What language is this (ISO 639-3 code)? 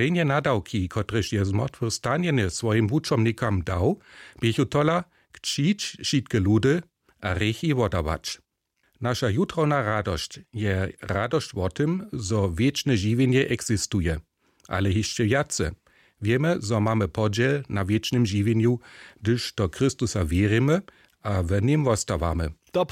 hsb